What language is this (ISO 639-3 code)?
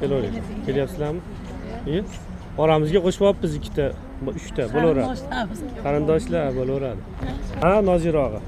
uzb